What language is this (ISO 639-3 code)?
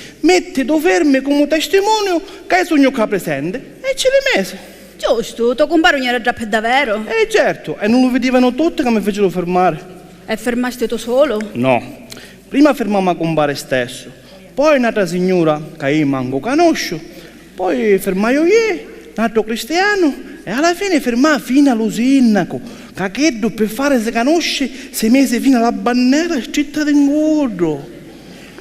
scn